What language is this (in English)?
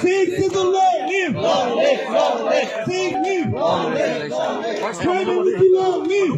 Karbi